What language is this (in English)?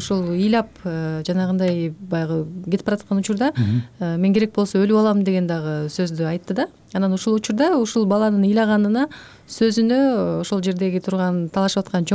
Kyrgyz